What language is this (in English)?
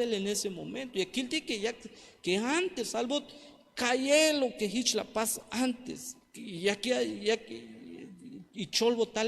Tzeltal